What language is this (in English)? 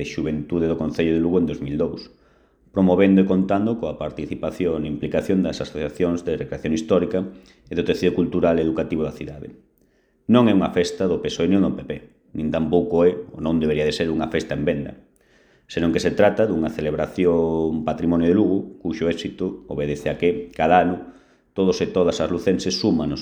Galician